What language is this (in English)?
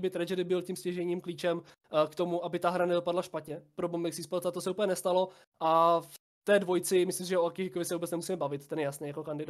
Czech